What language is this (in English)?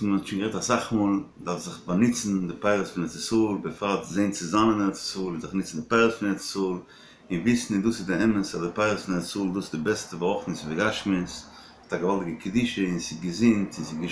Yiddish